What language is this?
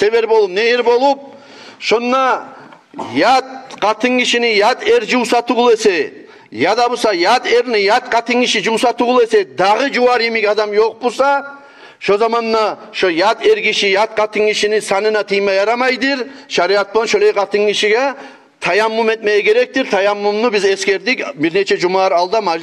Kumyk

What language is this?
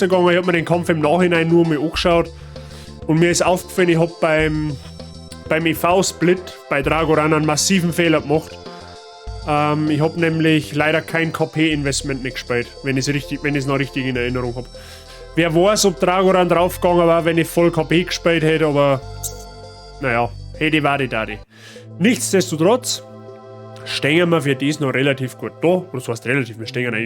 Bavarian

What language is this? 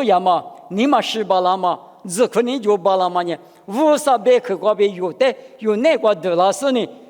Lisu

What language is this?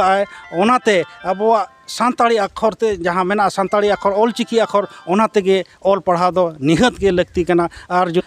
Santali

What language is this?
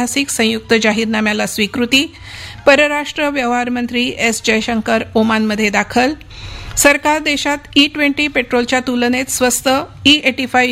Marathi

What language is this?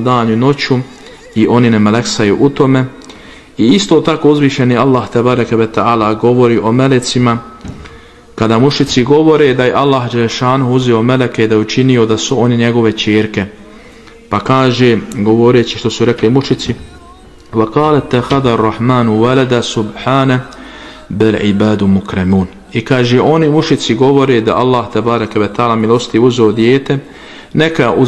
Bosnian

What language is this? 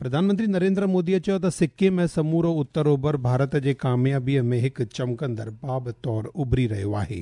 Sindhi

